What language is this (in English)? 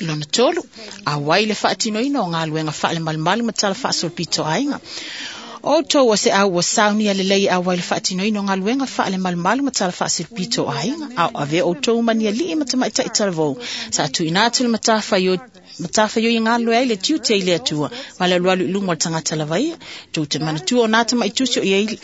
Samoan